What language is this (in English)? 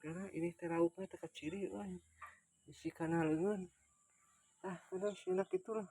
Sundanese